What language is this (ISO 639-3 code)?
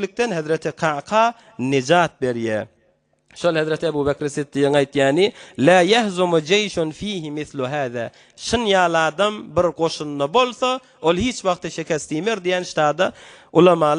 tuk